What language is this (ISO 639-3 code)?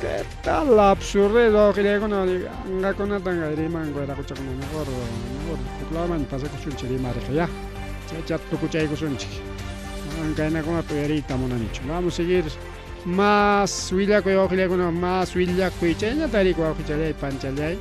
quy